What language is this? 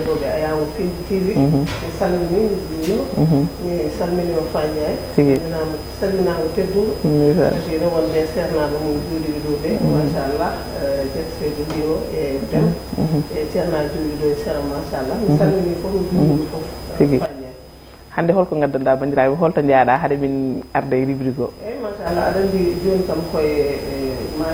Fula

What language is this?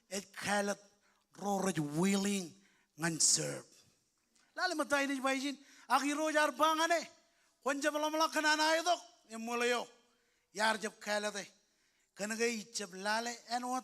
Marshallese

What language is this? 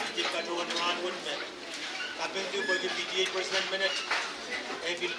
Pohnpeian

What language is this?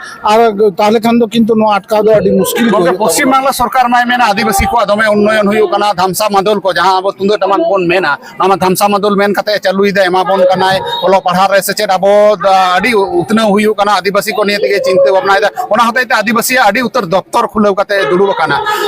Santali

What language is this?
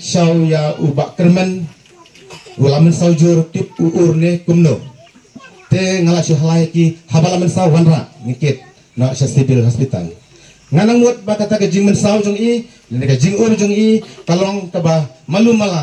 Khasi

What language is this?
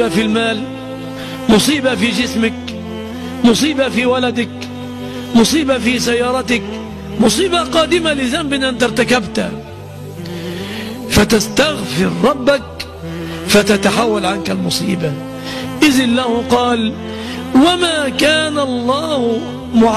Arabic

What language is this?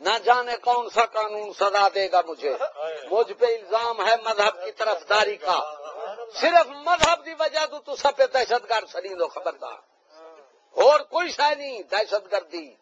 Saraiki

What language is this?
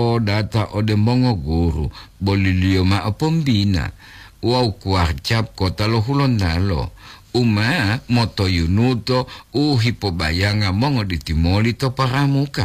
Gorontalo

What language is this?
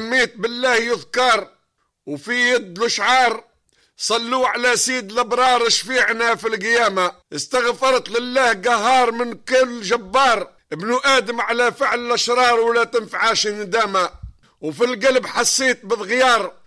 Tunisian Arabic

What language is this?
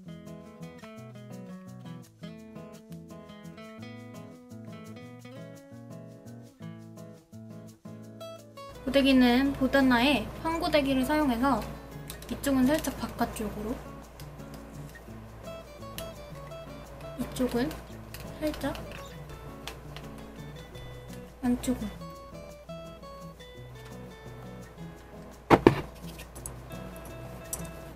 Korean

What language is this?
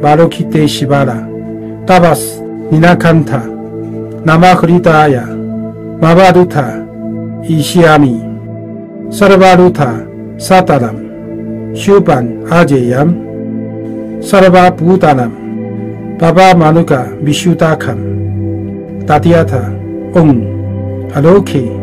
Sanskrit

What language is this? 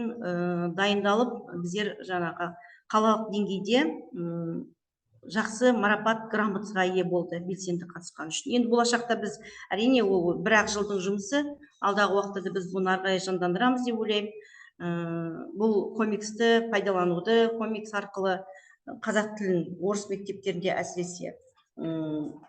Kazakh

